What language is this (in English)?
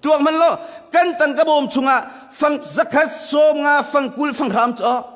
Hakha Chin